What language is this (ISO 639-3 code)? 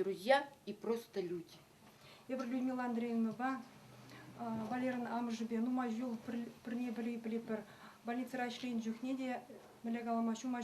chv